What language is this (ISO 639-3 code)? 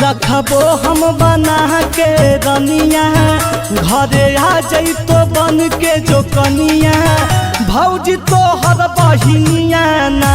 mag